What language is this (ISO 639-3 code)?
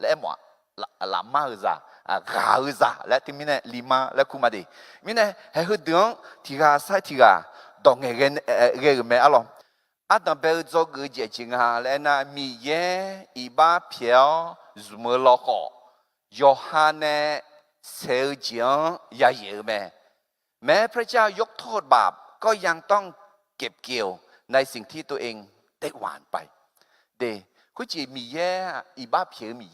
ahk